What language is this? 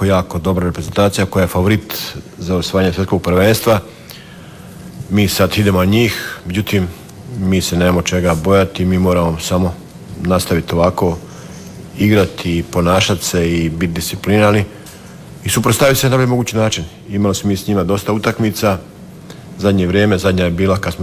Croatian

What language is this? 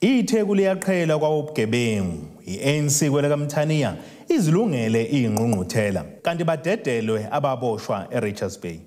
Zulu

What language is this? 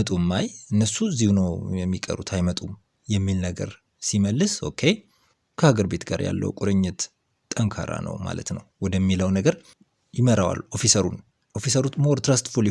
Amharic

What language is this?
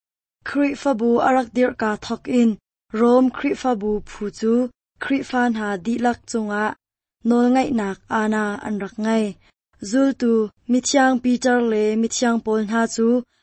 Hakha Chin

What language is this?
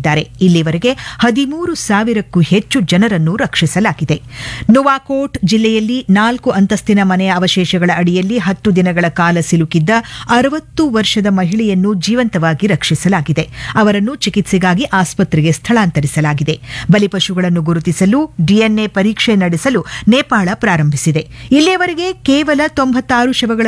Kannada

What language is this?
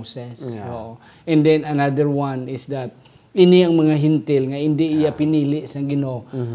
Hiligaynon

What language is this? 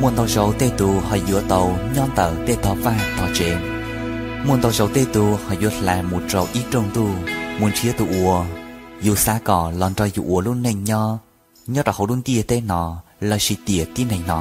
Hmong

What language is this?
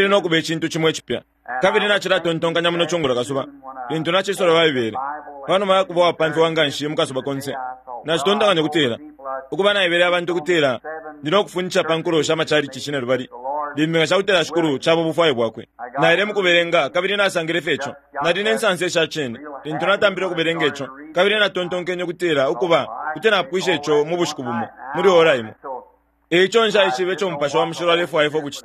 Bemba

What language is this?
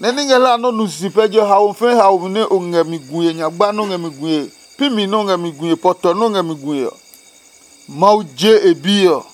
Adangme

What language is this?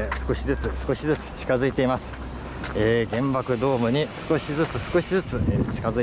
Japanese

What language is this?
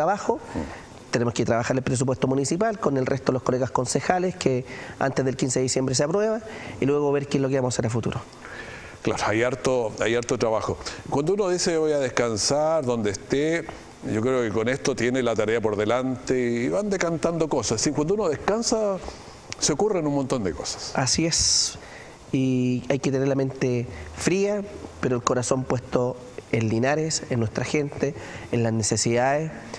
Spanish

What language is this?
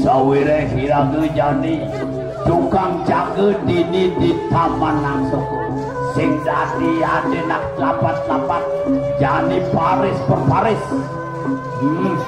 Balinese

